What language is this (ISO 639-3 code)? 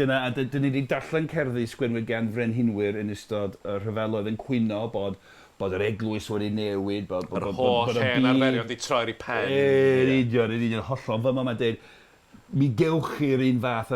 cym